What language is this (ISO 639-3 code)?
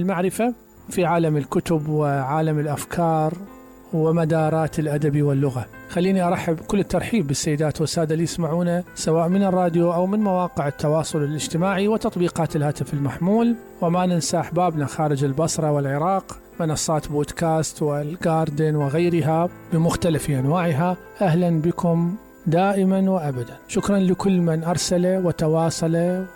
acm